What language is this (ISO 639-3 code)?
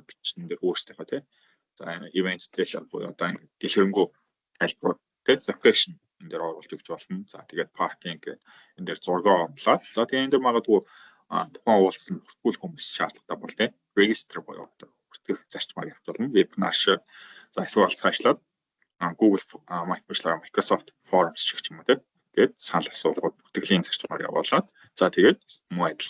mon